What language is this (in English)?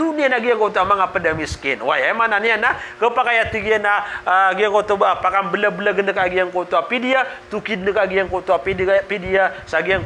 Maranao